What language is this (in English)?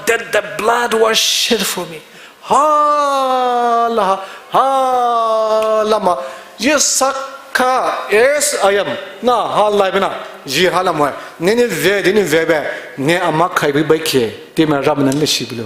Poumei Naga